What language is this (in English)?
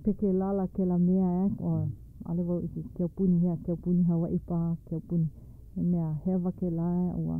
Hawaiian